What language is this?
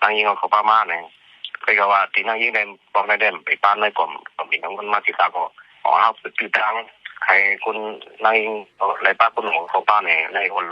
Shan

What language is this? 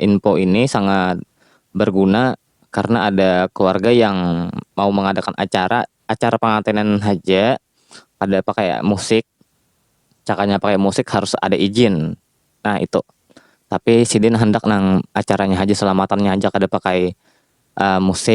Banjar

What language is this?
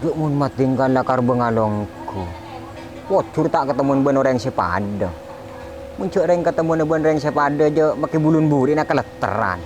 Madurese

